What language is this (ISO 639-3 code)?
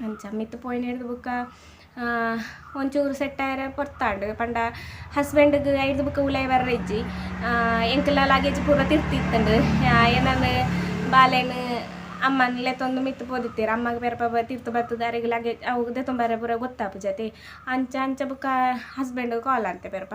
tcy